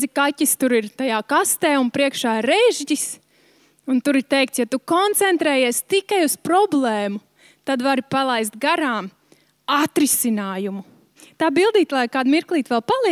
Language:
Latvian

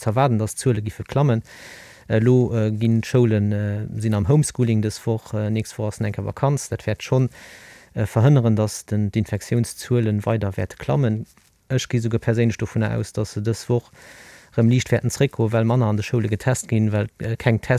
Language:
Luxembourgish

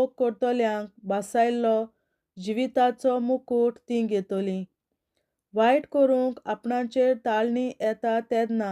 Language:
Konkani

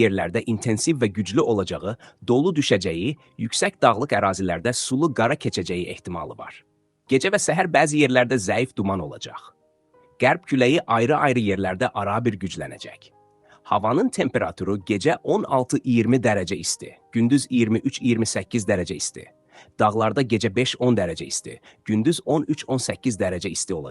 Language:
Azerbaijani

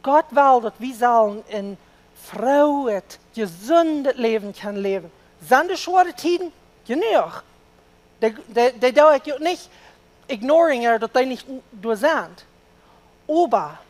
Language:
Plautdietsch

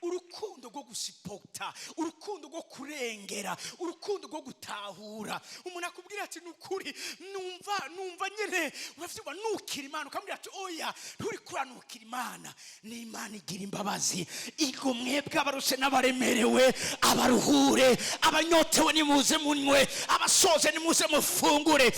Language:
Rundi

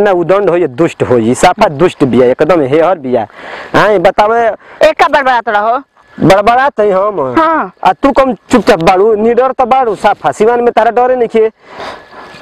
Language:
Bhojpuri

